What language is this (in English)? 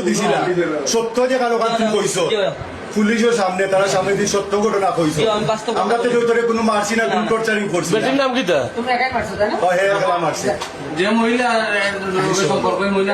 Sylheti